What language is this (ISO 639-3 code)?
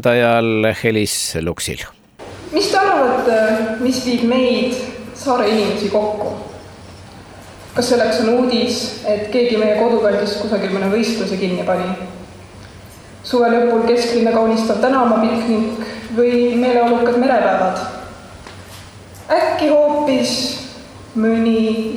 est